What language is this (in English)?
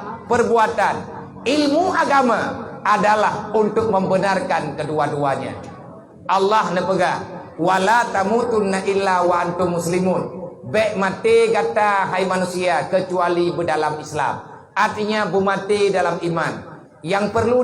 Achinese